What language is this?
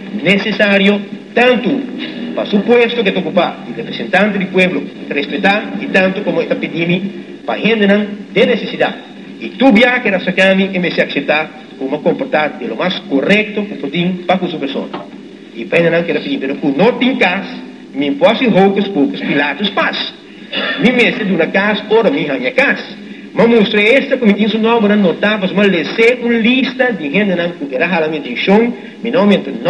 Papiamento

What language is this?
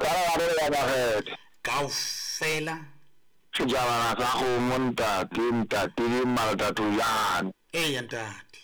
Southern Sotho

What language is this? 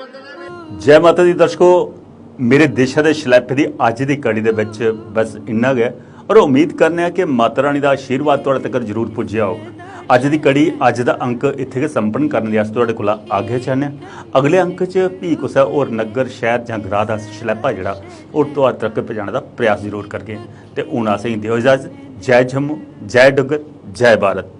Dogri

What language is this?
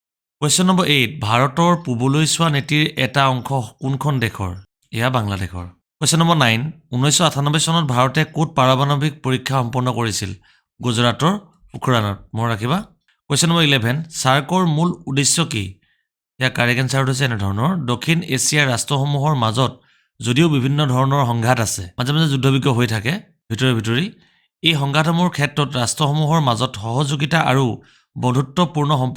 Assamese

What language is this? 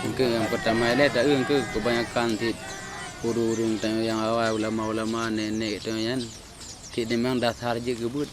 Achinese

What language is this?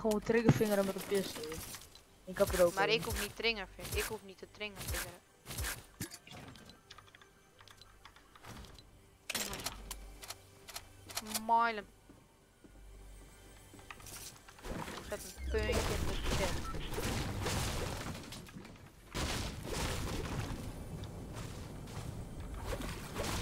Dutch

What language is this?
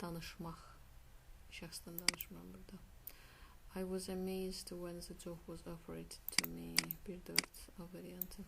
Azerbaijani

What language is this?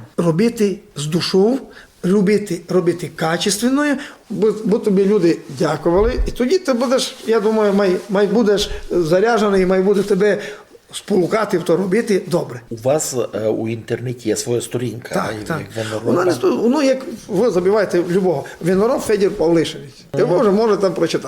Rusyn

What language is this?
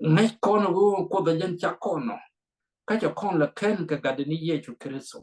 Nuer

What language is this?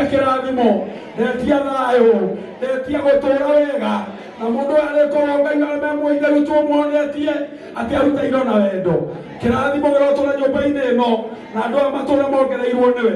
Kikuyu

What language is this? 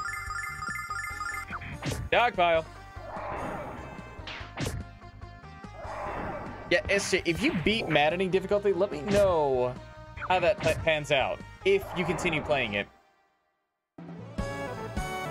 English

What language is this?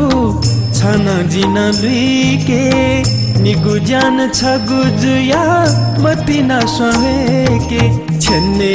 Newari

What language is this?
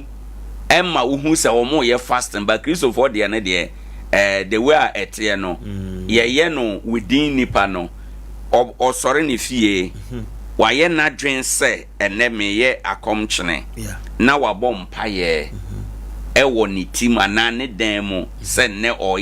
Akan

